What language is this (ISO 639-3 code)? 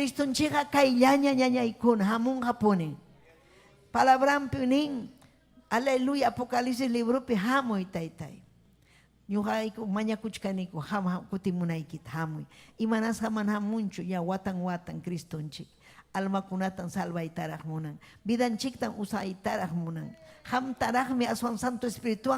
quy